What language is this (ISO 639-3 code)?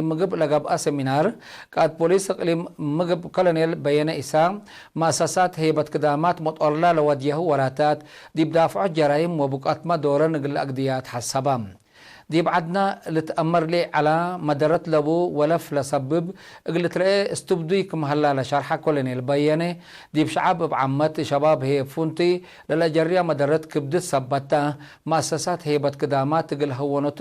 tig